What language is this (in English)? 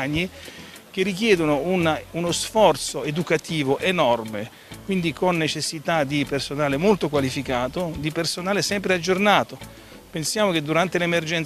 Italian